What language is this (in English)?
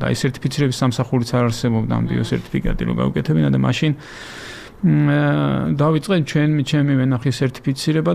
Georgian